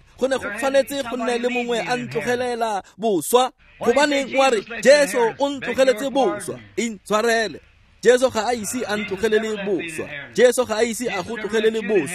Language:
Tswana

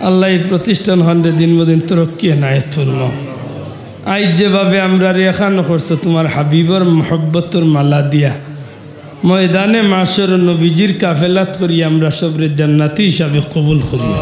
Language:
Sylheti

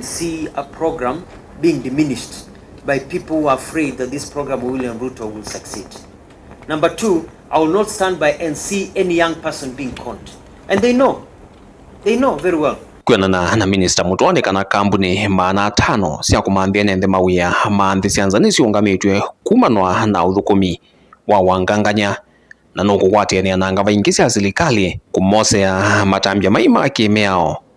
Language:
Kamba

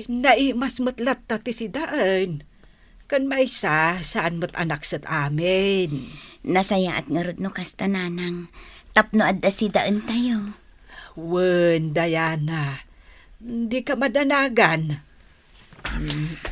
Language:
Iloko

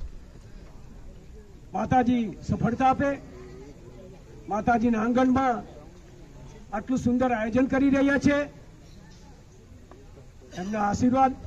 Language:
Gujarati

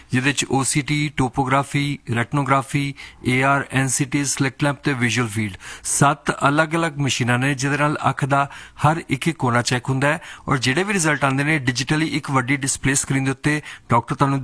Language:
Punjabi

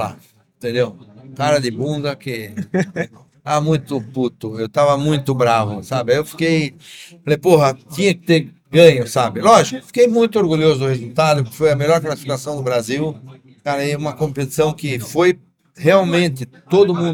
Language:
Portuguese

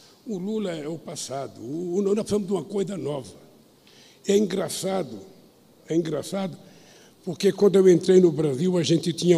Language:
Portuguese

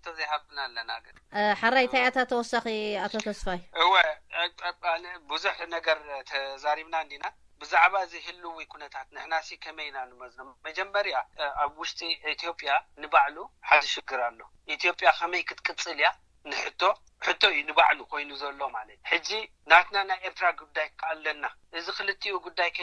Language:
Tigrinya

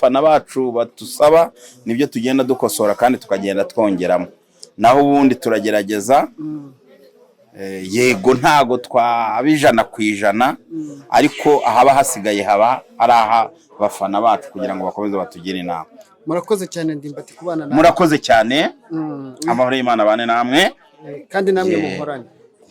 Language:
Kinyarwanda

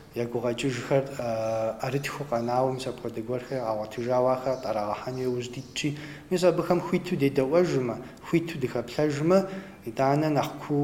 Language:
Kabardian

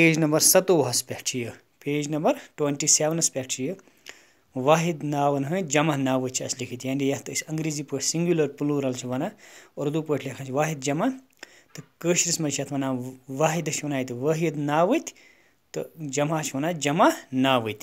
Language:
Kashmiri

